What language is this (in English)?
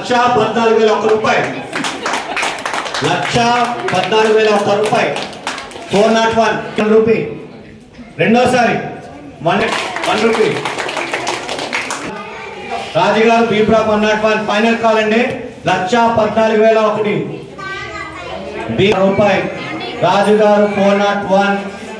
Telugu